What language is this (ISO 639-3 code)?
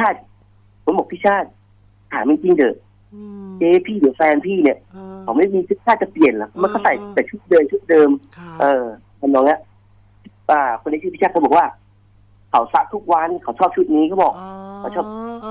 tha